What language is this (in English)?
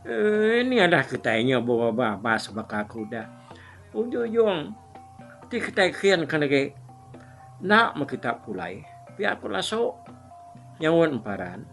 Iban